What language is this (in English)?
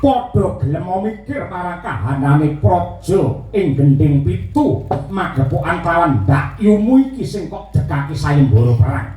Javanese